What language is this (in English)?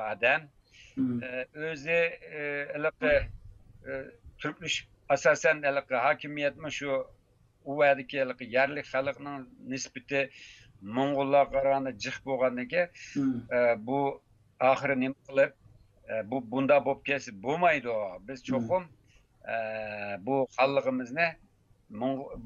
Uyghur